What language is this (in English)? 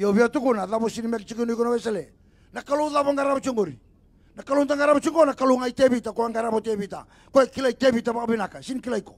Fijian